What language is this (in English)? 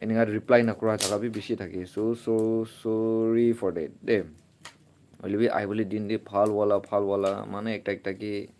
Naga Pidgin